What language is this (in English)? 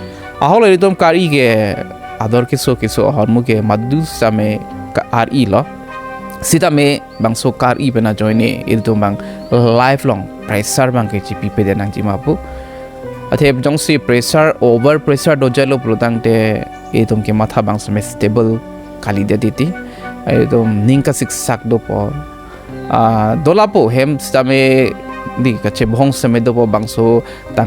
Karbi